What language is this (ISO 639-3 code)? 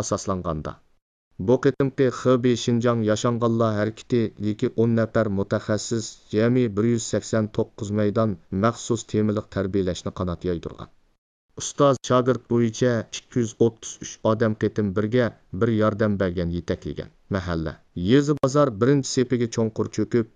uig